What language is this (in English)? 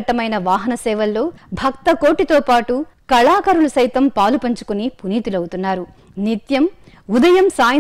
Telugu